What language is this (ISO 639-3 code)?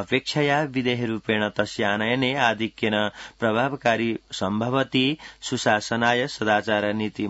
san